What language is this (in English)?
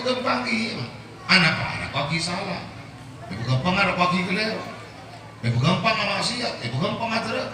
Madurese